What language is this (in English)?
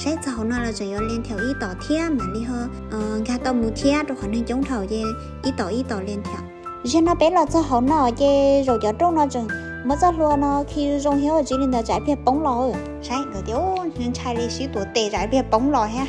Hmong